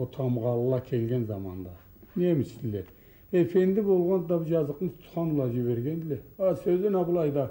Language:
Karachay-Balkar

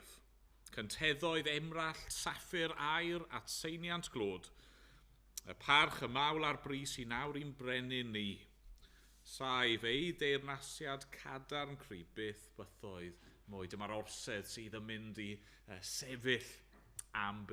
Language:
Welsh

